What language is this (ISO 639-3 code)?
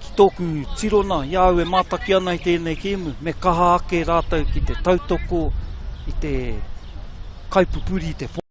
mri